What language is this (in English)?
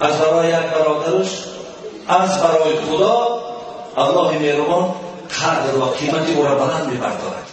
Tajik